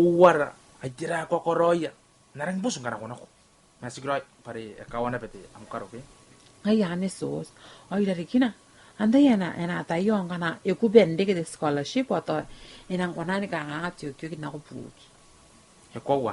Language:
Gilbertese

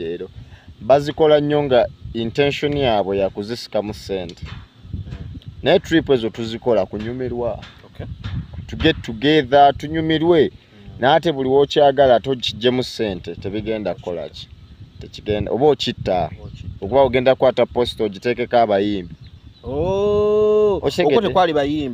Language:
Ganda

